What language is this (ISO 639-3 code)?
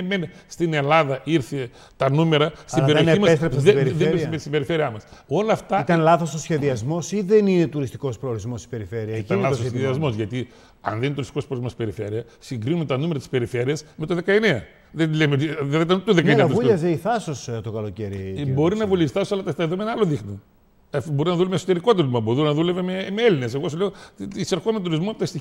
ell